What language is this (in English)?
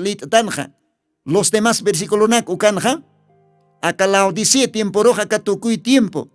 Aymara